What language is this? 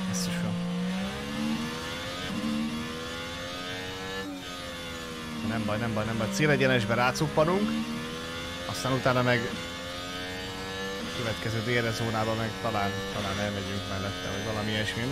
Hungarian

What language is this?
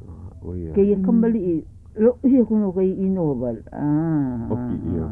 Hawaiian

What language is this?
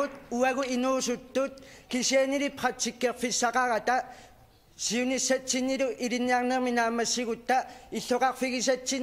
Kalaallisut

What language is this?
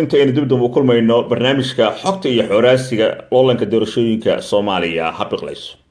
Somali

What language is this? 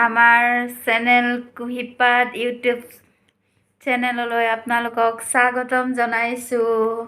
Assamese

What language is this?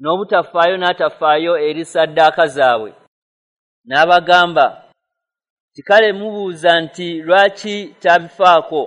Ganda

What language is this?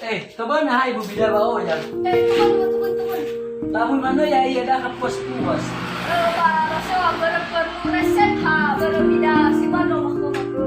Nias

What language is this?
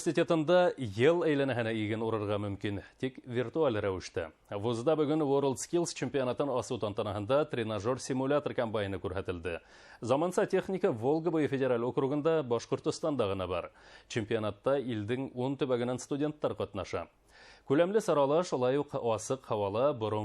Bashkir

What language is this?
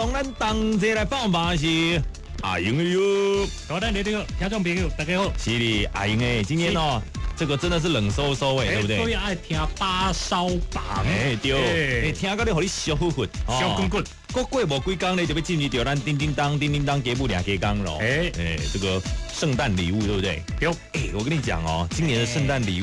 Min Nan Chinese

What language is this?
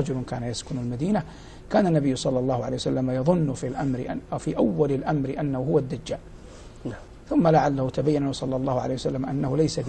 Arabic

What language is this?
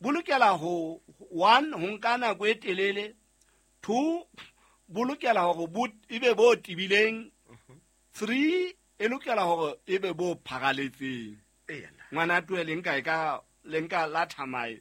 Southern Sotho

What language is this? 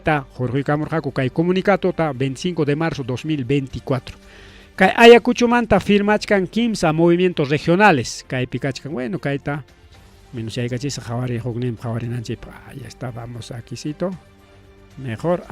Ayacucho Quechua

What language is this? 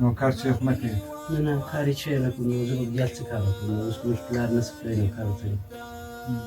Pashto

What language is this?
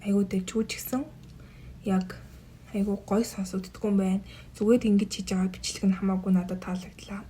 Mongolian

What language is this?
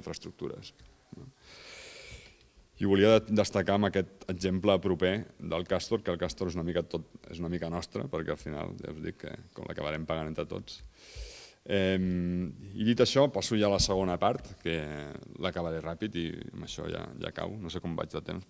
Catalan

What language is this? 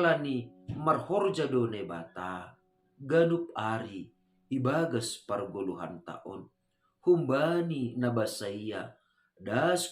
Batak Simalungun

